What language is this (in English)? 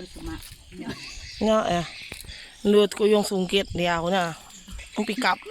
Iban